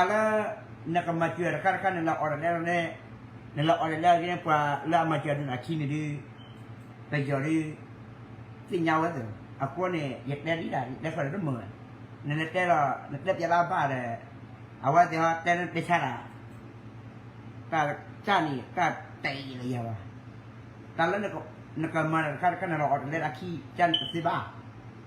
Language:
S'gaw Karen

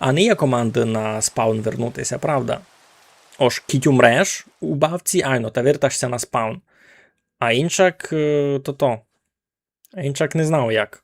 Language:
Rusyn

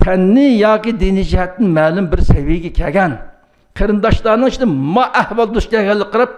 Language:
Uyghur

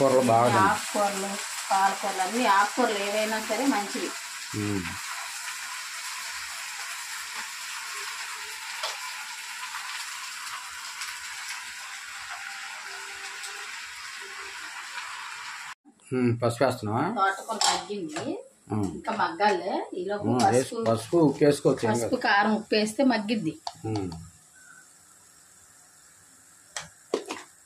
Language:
Telugu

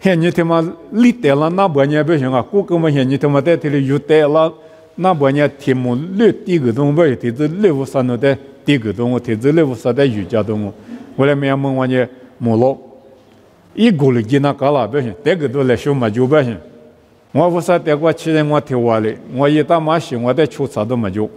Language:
Lisu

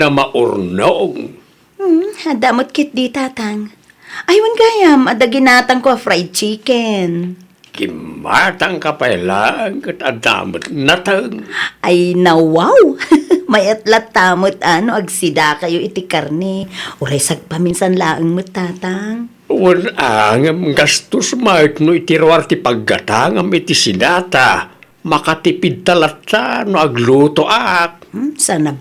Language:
Iloko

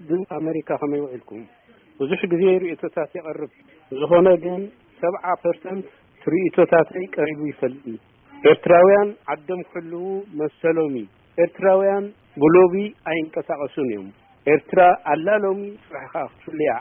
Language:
Tigrinya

